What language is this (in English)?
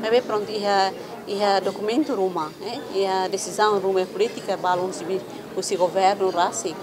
Tetum